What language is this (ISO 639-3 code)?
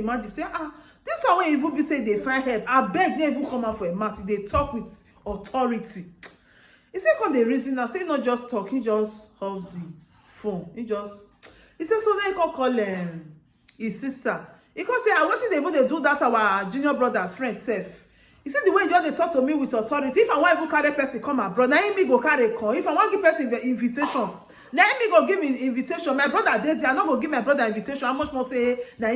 pcm